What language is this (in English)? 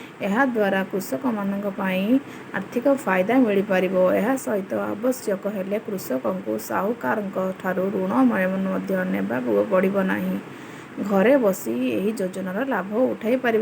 Odia